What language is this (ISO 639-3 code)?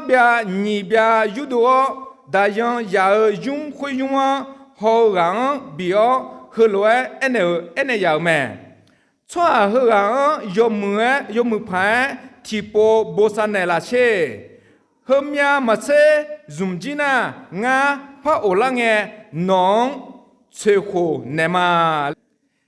ahk